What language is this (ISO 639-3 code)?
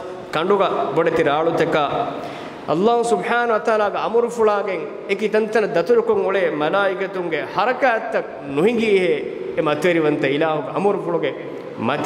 div